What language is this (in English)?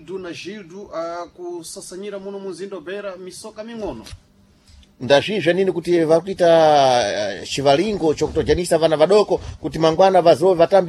Sena